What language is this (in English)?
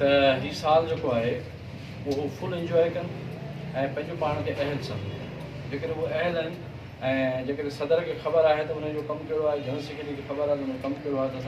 Sindhi